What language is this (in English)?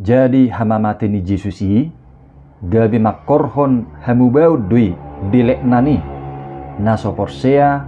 Batak Toba